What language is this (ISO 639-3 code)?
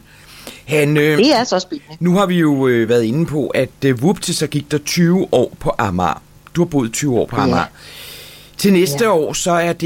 dan